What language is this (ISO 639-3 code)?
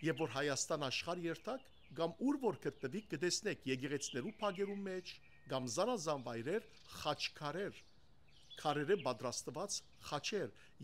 hyw